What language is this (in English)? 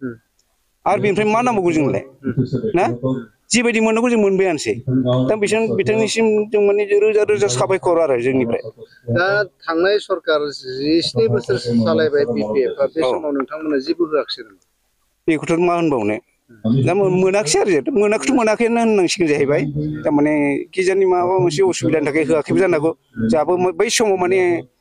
Bodo